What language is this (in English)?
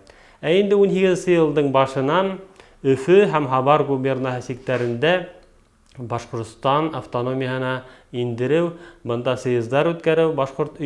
Bashkir